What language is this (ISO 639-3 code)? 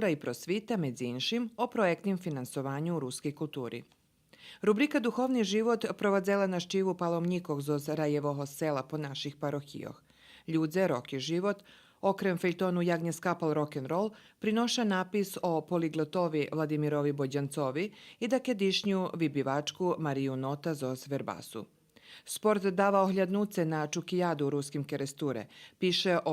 rue